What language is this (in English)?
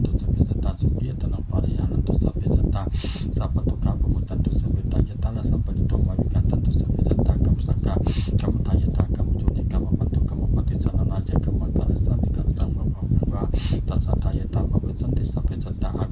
Pali